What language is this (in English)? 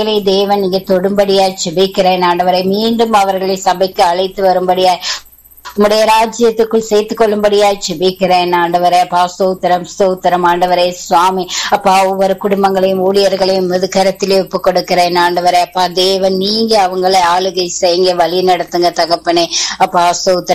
Tamil